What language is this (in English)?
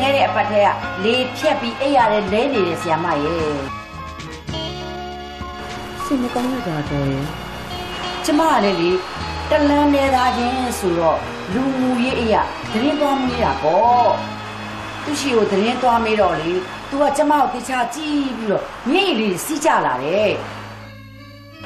Burmese